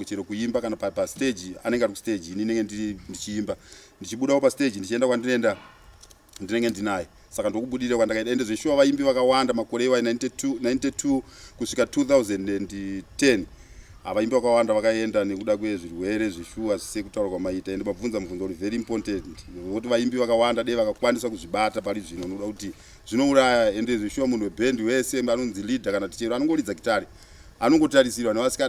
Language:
Shona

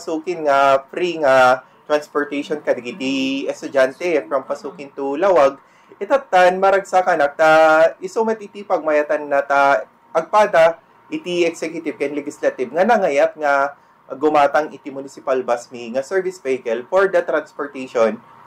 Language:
Iloko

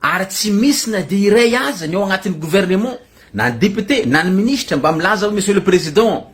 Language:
Malagasy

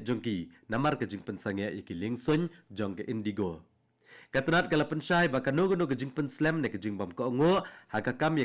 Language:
Khasi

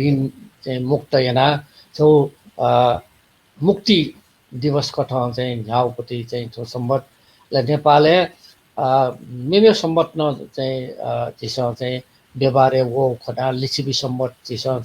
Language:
Newari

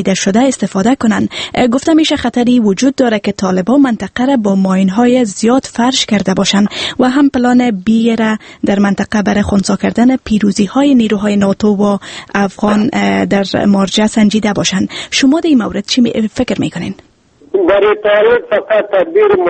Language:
Persian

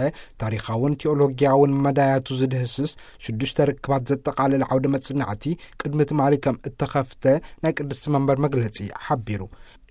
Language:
Tigrinya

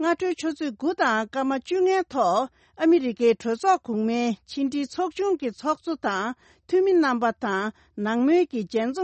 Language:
Tibetan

